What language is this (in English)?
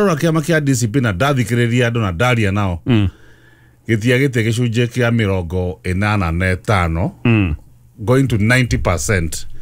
Kikuyu